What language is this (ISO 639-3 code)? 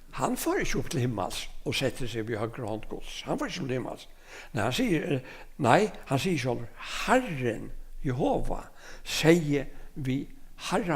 fao